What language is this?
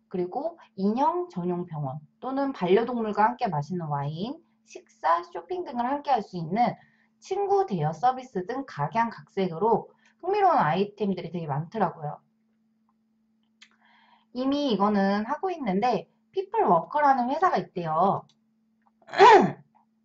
Korean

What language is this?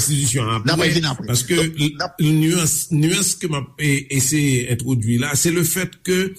Haitian Creole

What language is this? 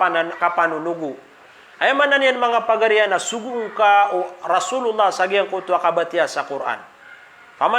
Maranao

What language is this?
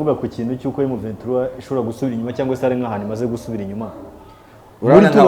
Kinyarwanda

